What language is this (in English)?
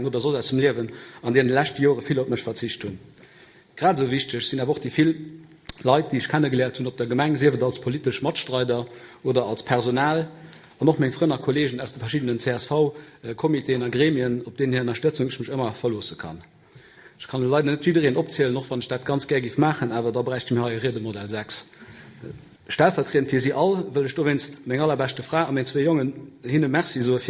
Luxembourgish